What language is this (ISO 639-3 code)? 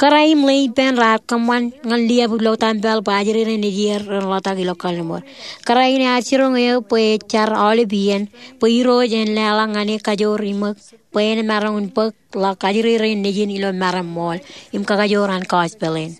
mah